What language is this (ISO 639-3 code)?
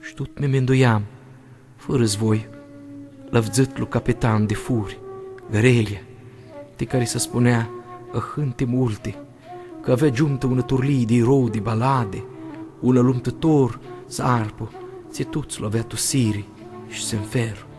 rup